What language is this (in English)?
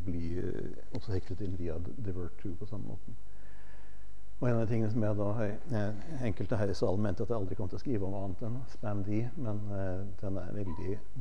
Norwegian